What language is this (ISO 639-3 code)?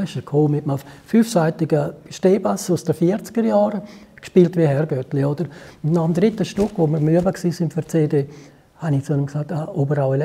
gsw